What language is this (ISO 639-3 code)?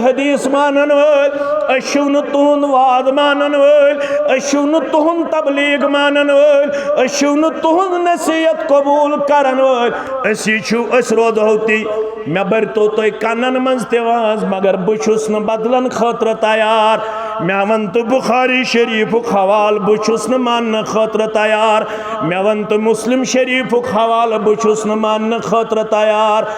kas